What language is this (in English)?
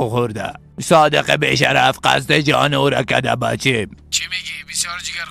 Persian